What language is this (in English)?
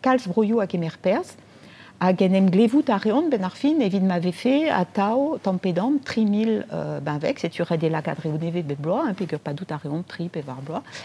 Breton